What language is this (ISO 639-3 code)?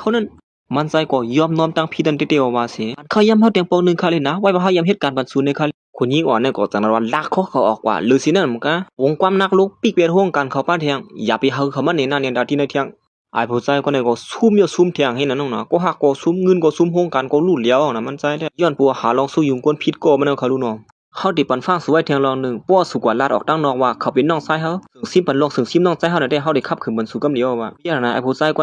shn